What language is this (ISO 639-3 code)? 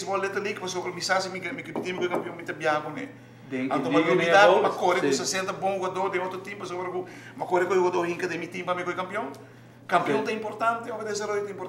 pap